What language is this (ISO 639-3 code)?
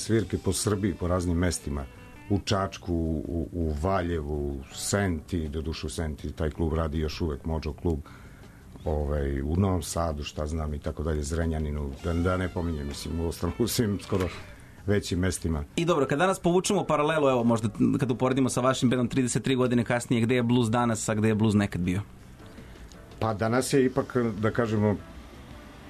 srp